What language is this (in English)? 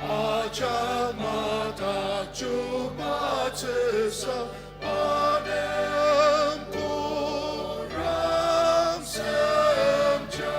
Ao Naga